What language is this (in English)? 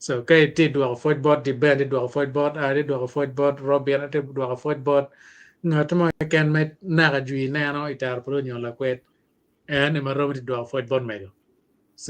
Acoli